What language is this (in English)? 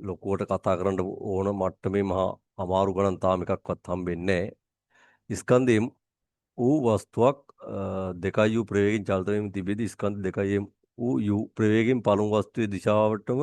Sinhala